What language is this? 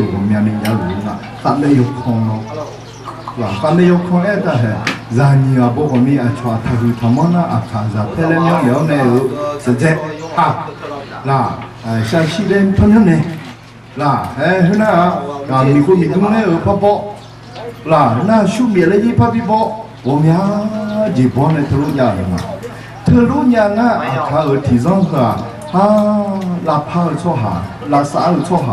Akha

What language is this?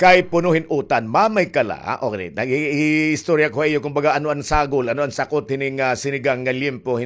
Waray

